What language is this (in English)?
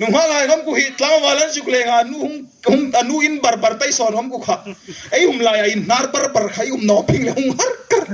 Hmar